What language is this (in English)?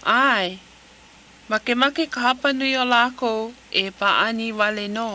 Hawaiian